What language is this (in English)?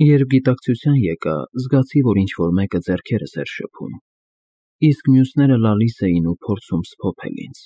Armenian